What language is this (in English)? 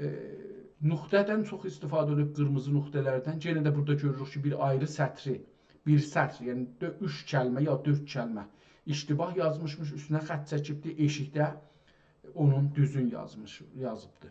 South Azerbaijani